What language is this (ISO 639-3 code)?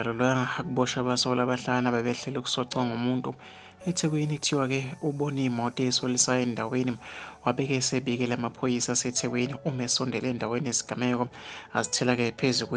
zul